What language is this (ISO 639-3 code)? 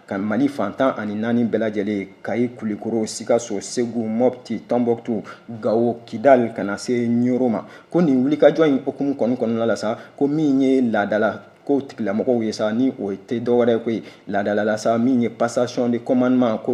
bam